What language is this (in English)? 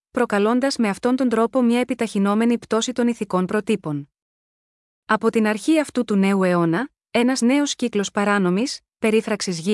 Greek